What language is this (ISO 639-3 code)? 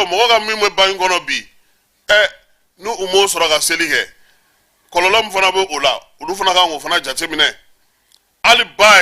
bam